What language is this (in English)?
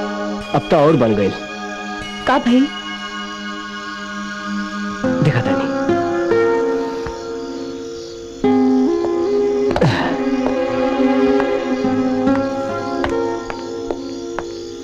Bhojpuri